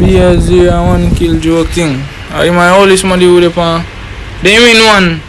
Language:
Jamaican Creole English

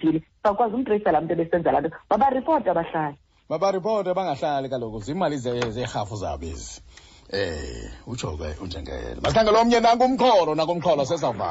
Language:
Xhosa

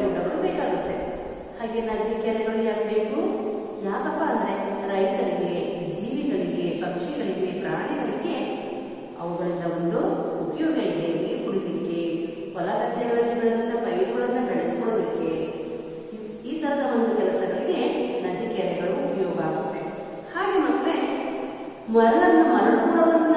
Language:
Kannada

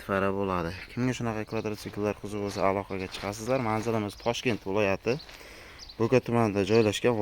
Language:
Uzbek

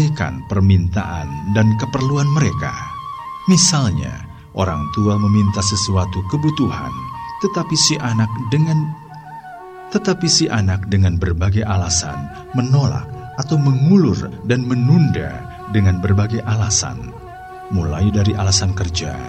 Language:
Indonesian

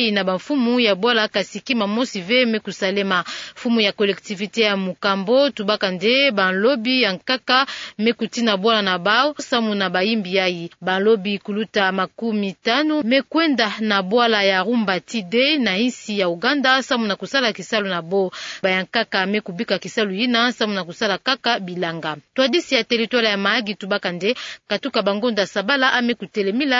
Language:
Kituba (Democratic Republic of Congo)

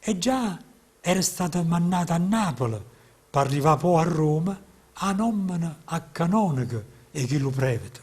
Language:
Neapolitan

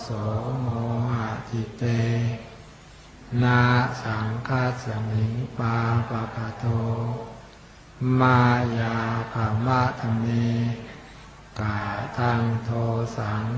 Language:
Pali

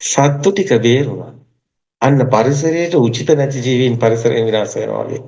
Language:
Sinhala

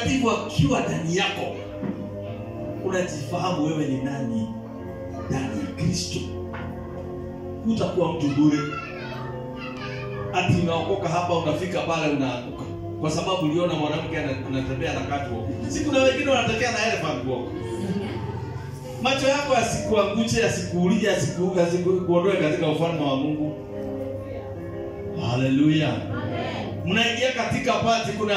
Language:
Swahili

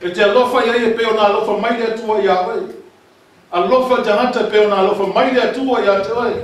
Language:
Samoan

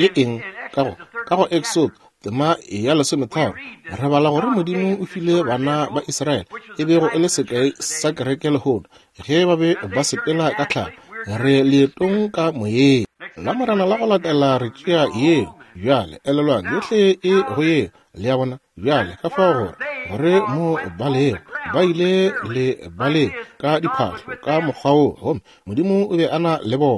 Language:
Northern Sotho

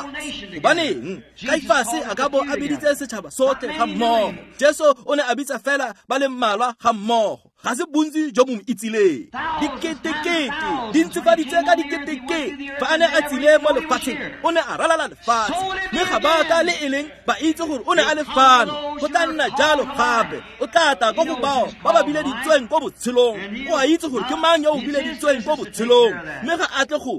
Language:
Tswana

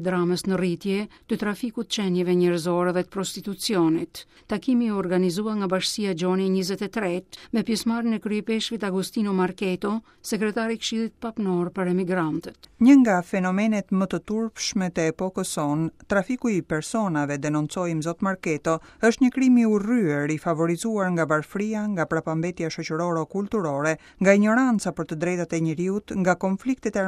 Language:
Albanian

